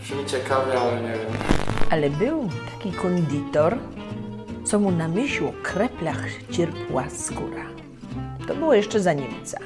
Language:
Silesian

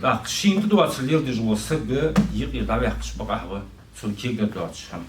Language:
Ingush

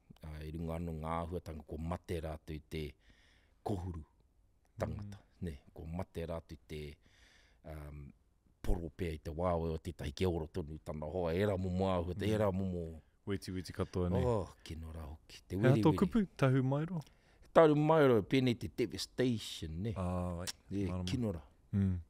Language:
Māori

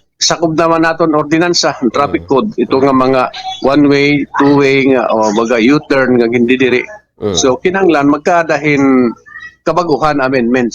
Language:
Waray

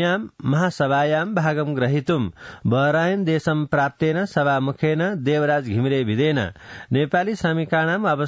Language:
Sanskrit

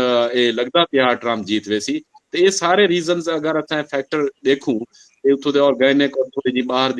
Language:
Saraiki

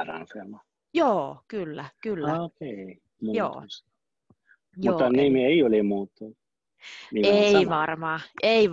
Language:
Finnish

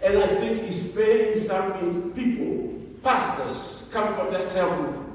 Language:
Samoan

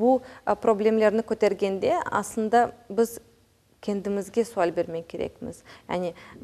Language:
Crimean Tatar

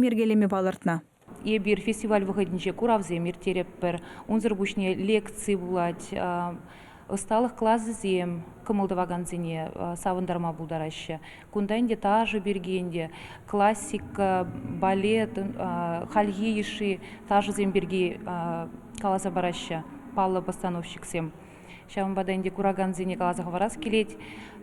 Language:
Chuvash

